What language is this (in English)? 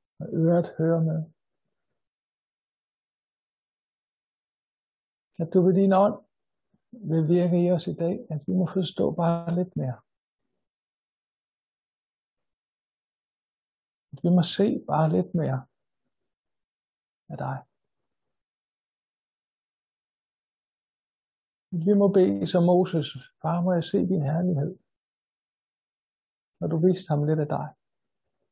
Danish